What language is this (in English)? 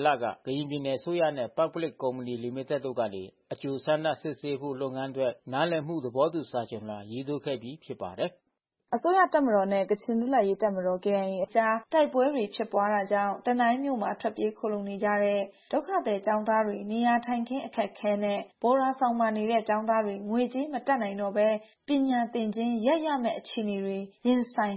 Burmese